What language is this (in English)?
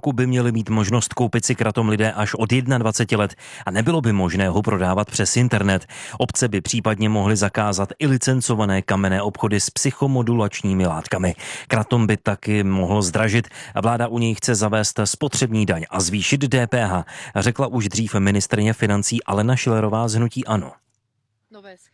Czech